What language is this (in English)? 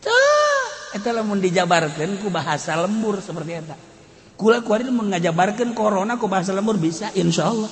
Sundanese